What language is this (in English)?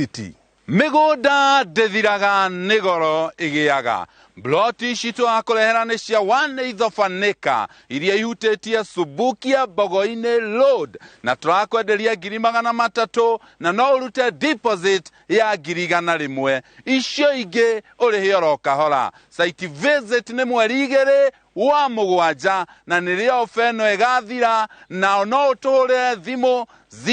Kikuyu